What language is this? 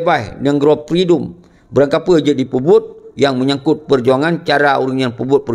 Achinese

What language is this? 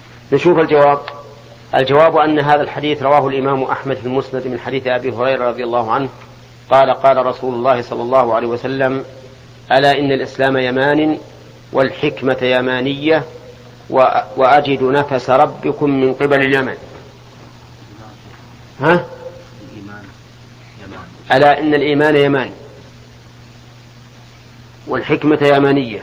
Arabic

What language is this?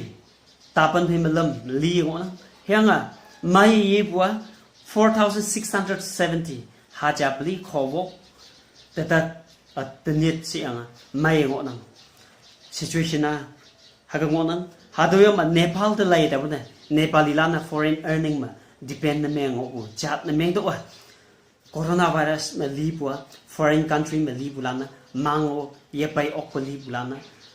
Konyak Naga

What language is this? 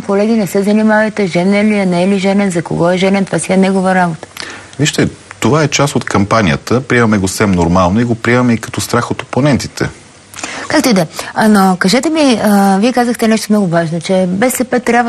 Bulgarian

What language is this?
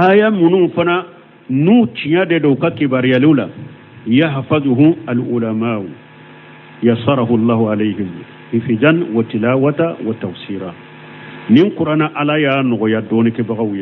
Bambara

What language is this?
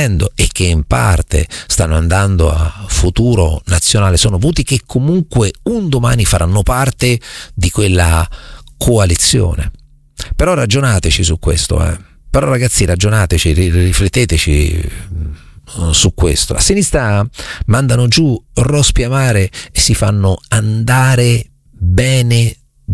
Italian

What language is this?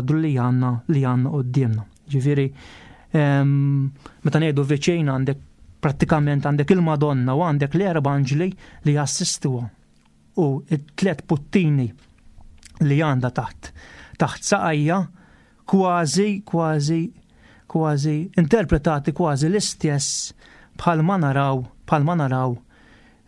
Maltese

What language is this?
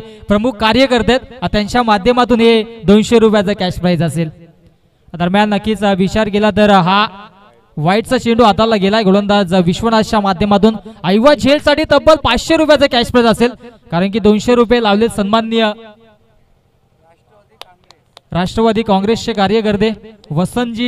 Marathi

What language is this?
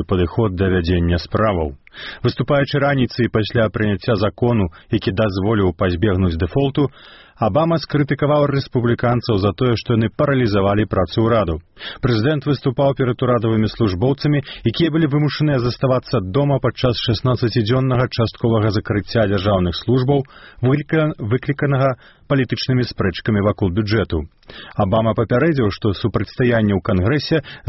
Belarusian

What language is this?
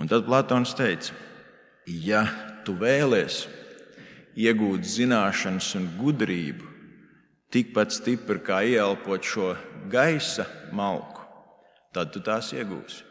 Latvian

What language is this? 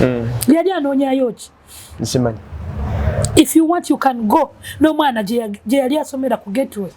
Ganda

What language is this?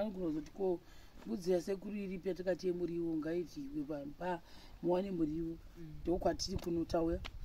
Shona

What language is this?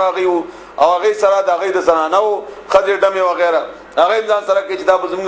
Pashto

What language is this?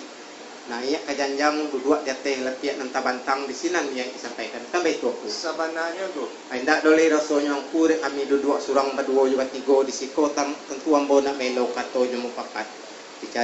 Minangkabau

